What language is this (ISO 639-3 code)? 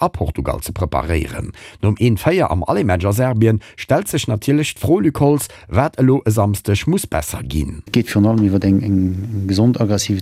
ltz